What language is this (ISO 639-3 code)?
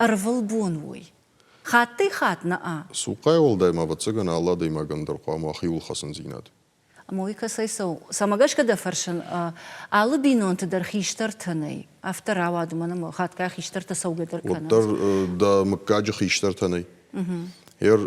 oss